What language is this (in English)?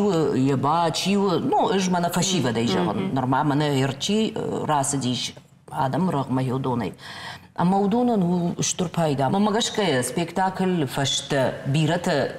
Ossetic